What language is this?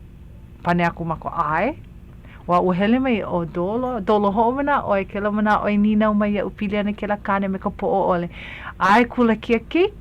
Hawaiian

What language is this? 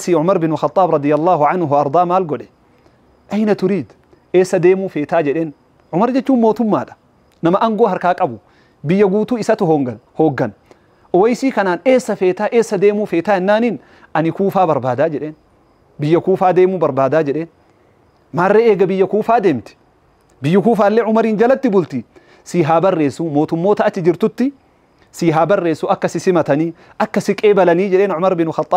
Oromo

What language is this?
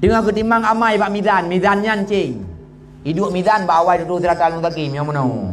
Achinese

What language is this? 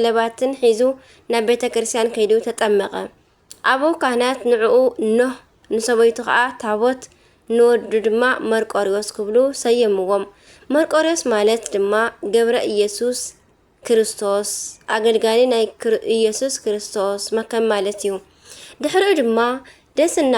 Tigrinya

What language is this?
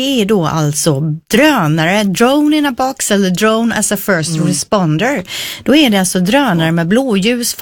Swedish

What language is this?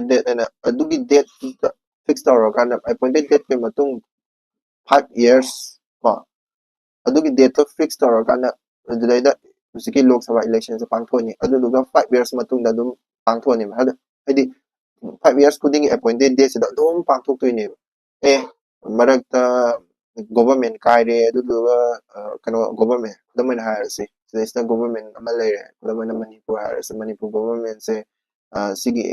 Manipuri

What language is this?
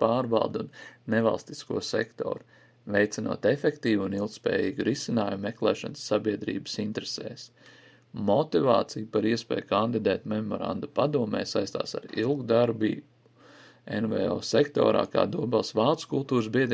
Latvian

